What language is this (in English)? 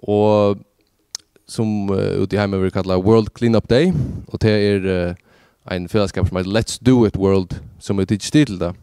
Faroese